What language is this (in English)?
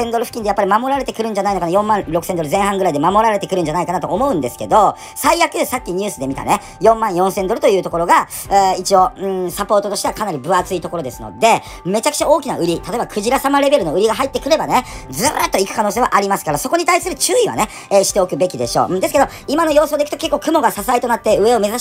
Japanese